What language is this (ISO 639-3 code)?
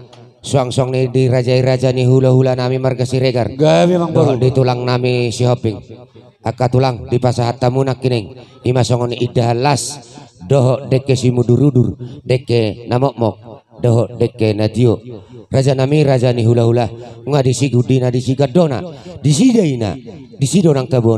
bbc